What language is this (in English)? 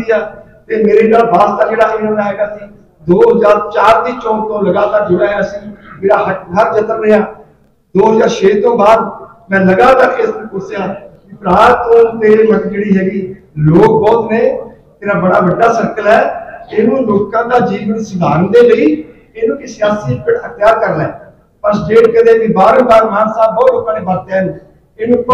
Punjabi